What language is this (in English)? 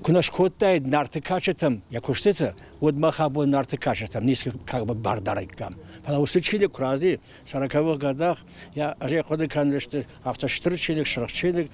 Ossetic